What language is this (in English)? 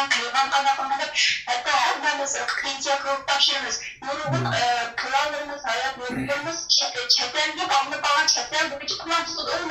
Uyghur